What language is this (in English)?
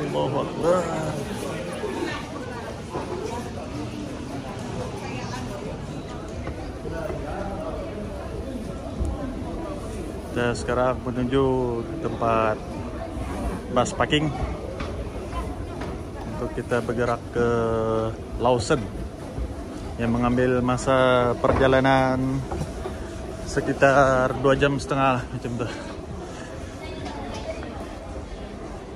Malay